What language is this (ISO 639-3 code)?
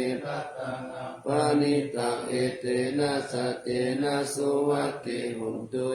pli